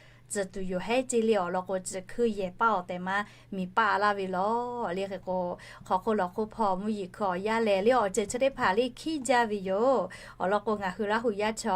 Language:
Lahu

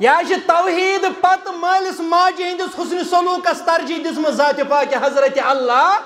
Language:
Kashmiri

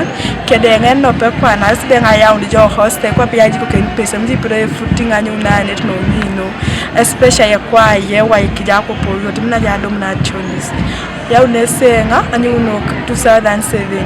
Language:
Teso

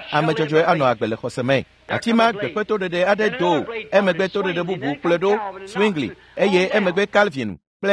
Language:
Ewe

